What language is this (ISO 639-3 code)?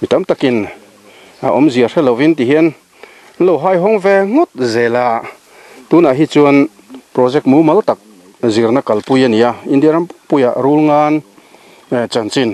lus